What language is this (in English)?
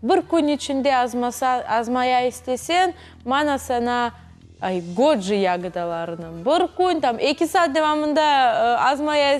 Crimean Tatar